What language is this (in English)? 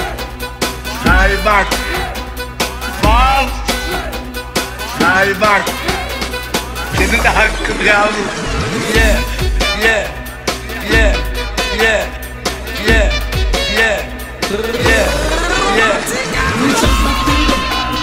Turkish